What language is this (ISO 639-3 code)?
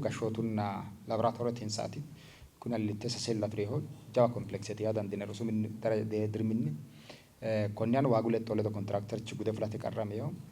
sid